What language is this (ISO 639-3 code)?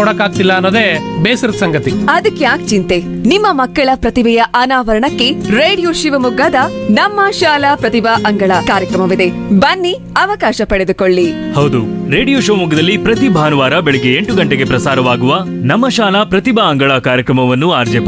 kan